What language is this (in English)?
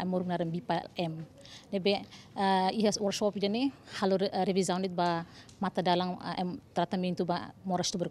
Tetum